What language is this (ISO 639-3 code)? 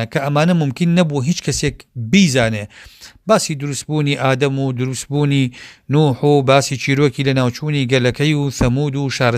ckb